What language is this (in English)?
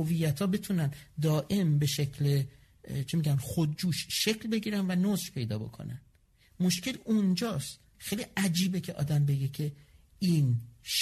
Persian